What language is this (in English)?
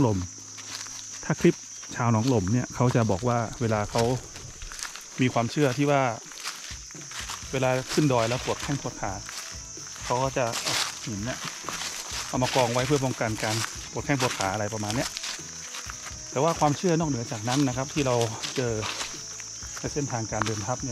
Thai